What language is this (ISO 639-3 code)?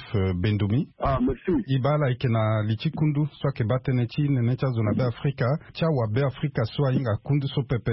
sag